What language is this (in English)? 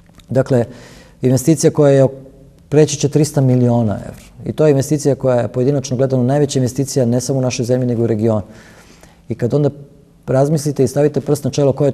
Serbian